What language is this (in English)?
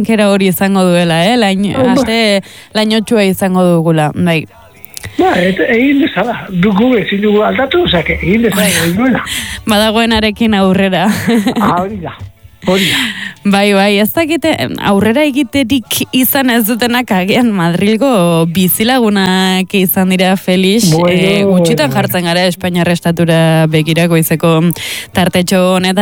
Basque